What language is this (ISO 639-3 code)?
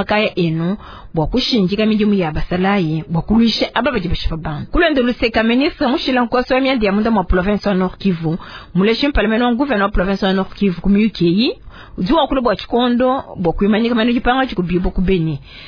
lua